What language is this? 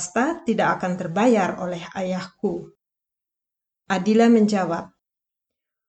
Indonesian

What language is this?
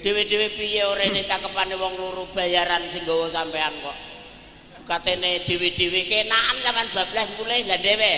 Javanese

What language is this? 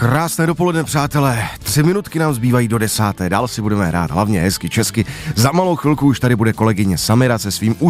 Czech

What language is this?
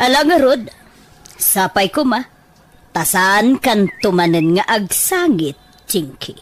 Iloko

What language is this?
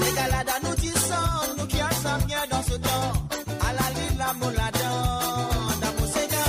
Morisyen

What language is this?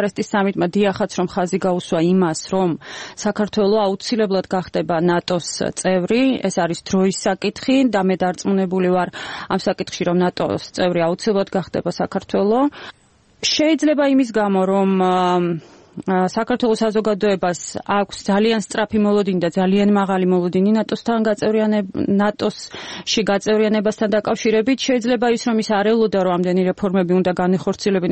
Georgian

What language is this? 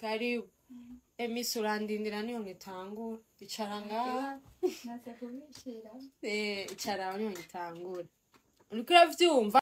Rundi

